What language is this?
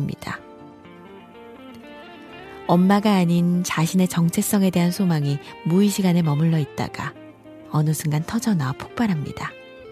Korean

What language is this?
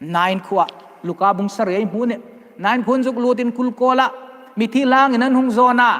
Hmar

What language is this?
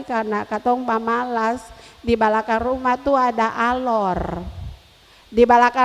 Ambonese Malay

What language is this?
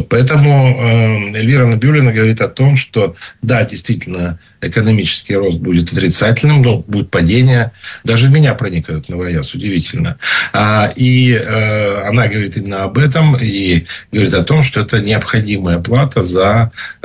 Russian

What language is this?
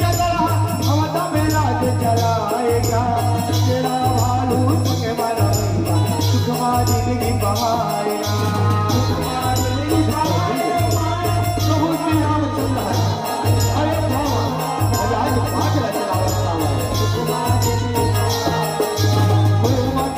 Chhattisgarhi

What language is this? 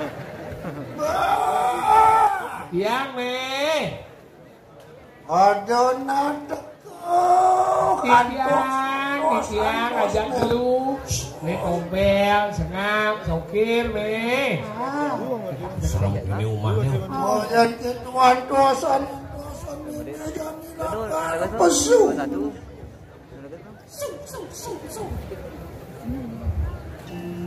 Balinese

